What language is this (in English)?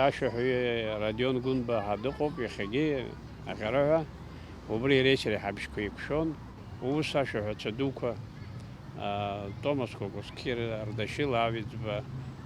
Abkhazian